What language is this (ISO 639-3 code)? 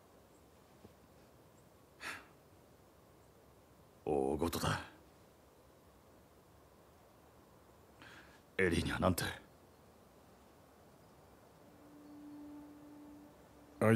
jpn